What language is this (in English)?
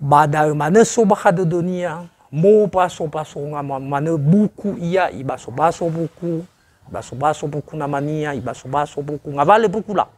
Nias